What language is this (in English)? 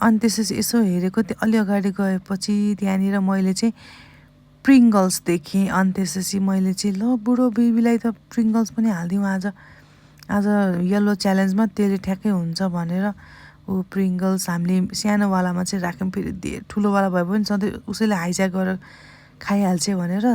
Nepali